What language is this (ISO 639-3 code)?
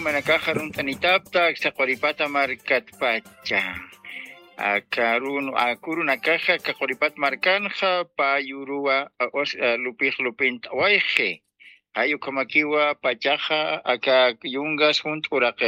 aym